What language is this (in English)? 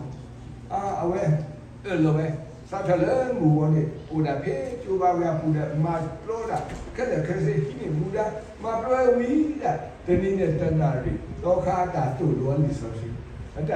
S'gaw Karen